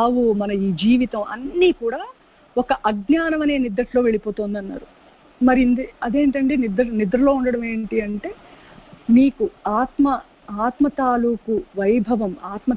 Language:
Telugu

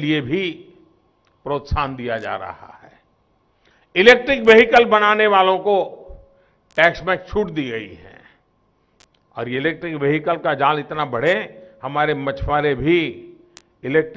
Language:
Hindi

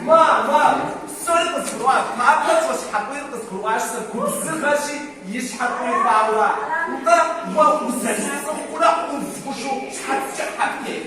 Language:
Kabardian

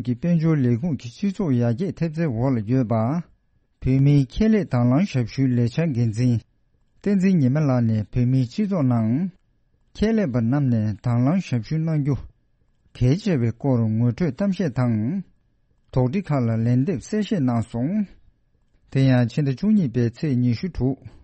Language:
Tibetan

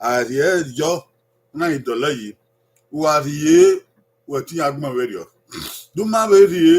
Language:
Bini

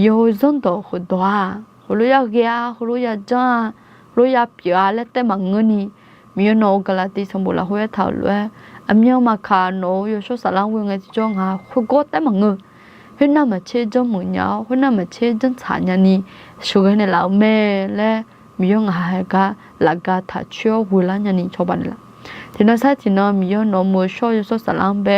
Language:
Akha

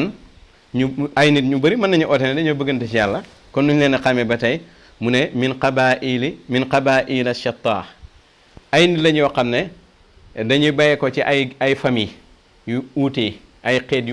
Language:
Wolof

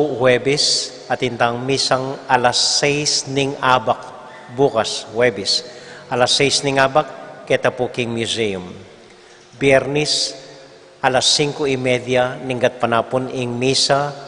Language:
Pampanga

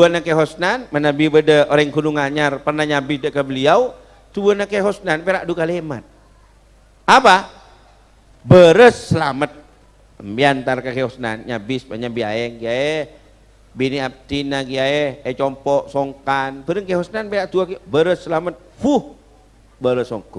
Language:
Madurese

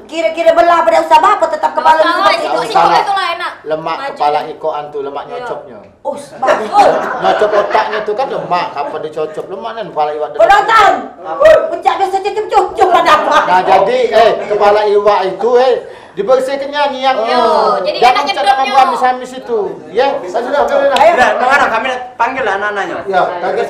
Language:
Musi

